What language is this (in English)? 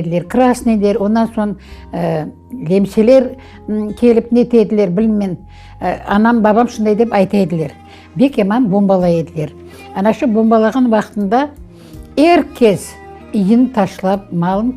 Crimean Tatar